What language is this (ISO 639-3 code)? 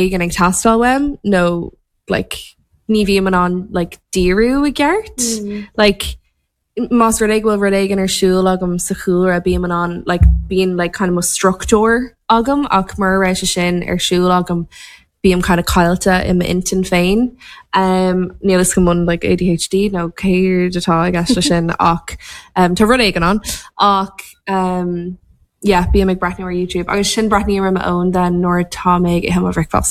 gle